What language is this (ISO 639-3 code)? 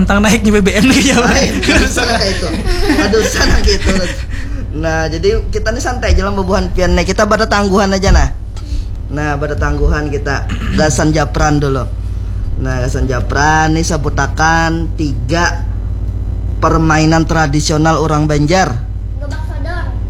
bjn